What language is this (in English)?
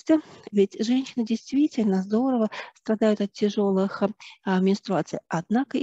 Russian